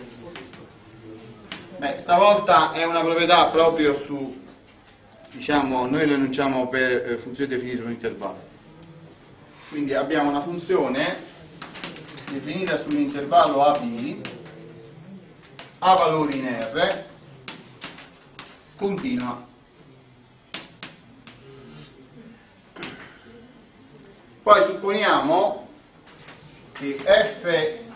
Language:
Italian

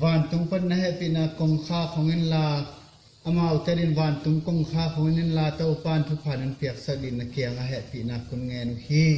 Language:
Tedim Chin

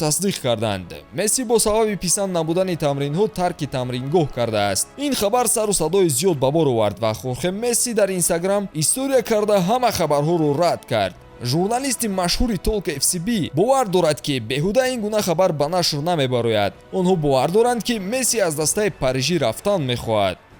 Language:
Tajik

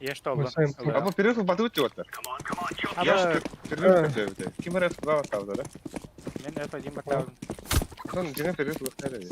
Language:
Yakut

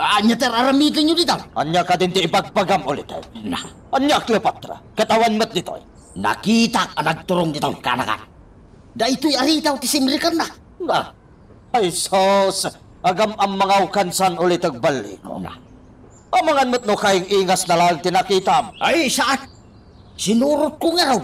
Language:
Iloko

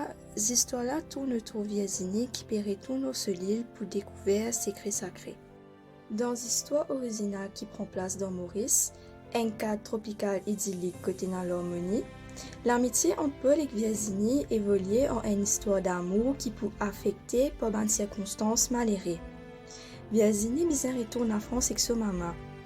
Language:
Morisyen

